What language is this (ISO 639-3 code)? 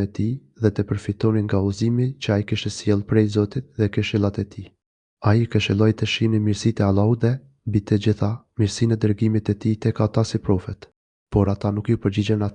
sqi